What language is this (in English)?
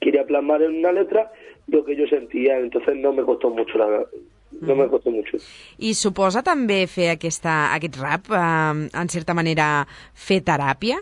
Catalan